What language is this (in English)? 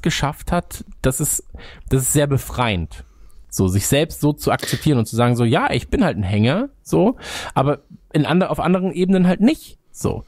German